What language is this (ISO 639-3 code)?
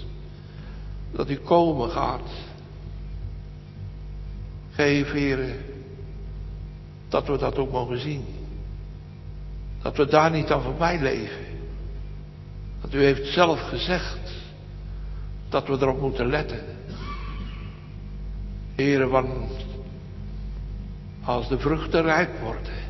nld